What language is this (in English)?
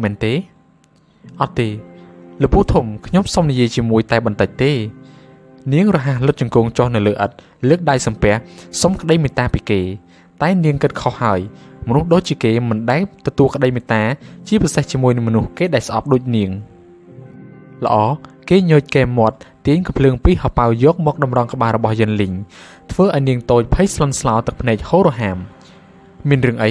Khmer